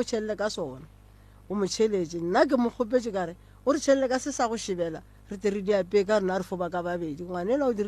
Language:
Northern Sotho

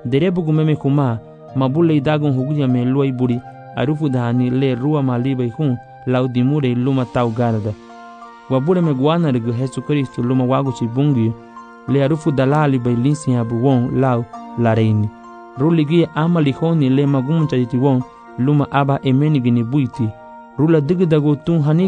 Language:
Garifuna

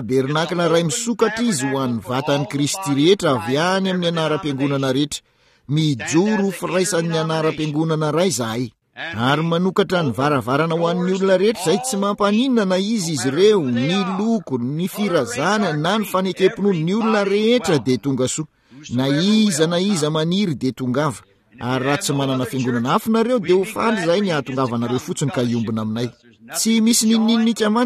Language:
Malagasy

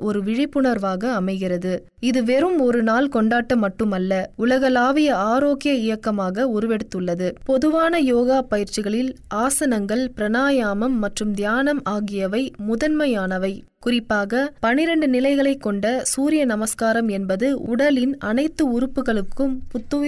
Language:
Tamil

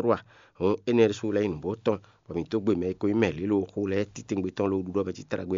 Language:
Fon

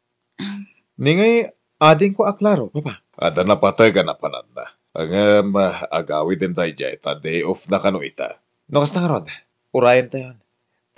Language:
Iloko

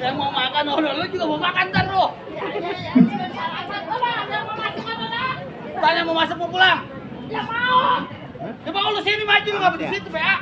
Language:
Betawi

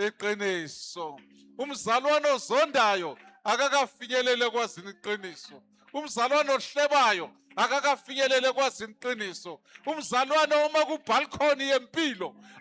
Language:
Zulu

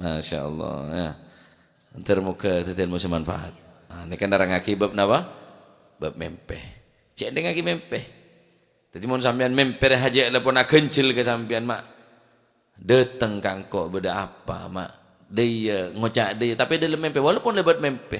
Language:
Madurese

